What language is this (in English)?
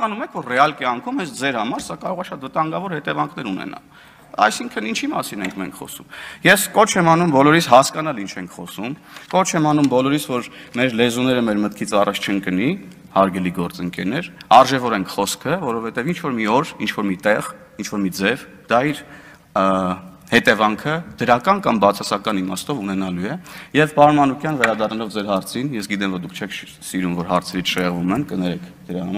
Armenian